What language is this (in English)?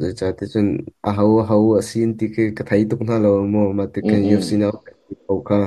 Hakha Chin